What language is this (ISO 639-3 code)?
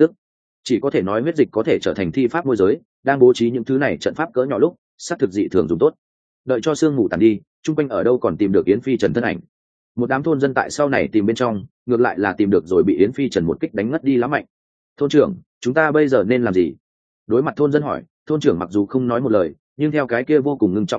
vie